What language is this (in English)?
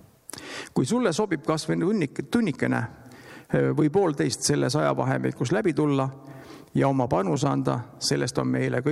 Estonian